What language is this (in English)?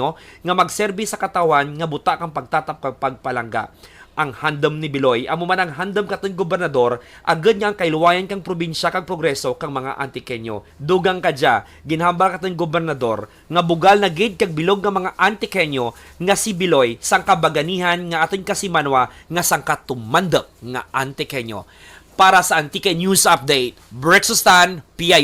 Kinaray-a